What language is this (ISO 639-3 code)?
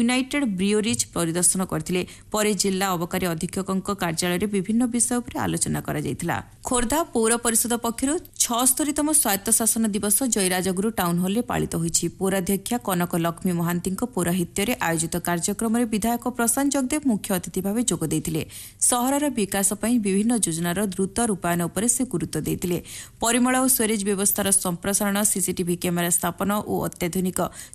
ori